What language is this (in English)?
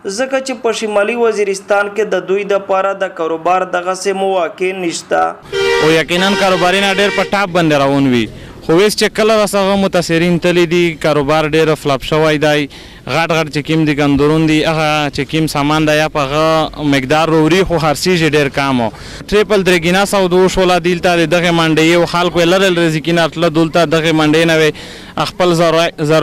Pashto